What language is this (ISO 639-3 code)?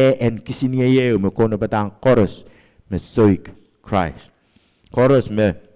pon